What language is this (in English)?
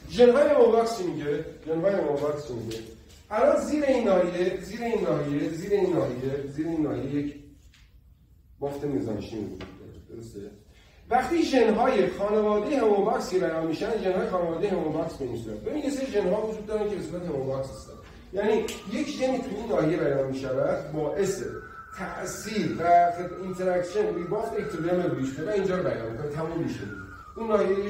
Persian